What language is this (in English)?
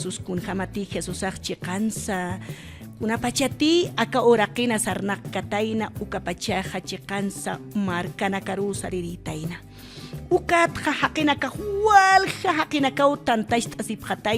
Aymara